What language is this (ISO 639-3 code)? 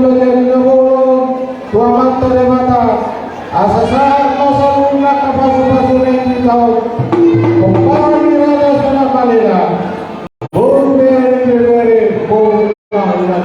bbc